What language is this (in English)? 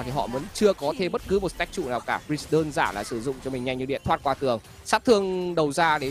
Vietnamese